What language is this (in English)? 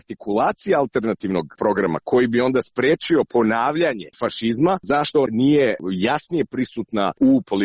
Croatian